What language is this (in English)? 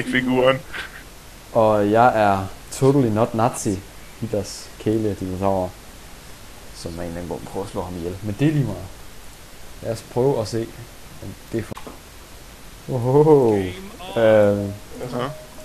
Danish